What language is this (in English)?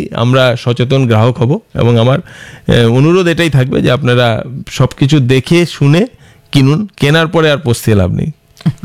Bangla